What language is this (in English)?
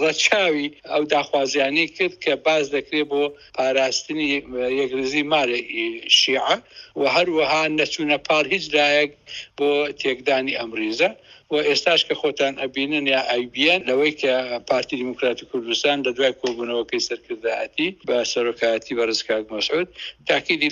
Central Kurdish